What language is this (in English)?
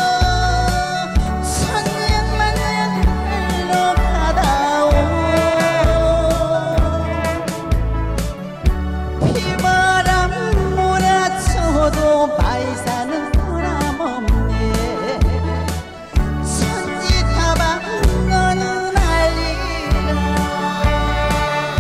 Korean